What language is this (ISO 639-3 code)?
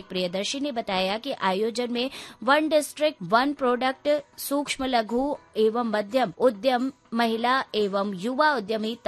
hin